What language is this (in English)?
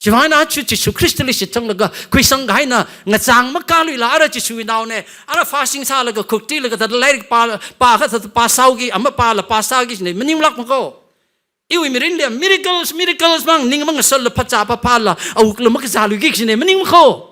Tangkhul Naga (India)